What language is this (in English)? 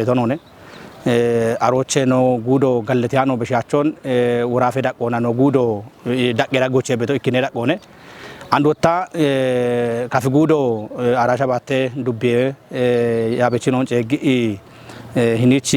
Kafa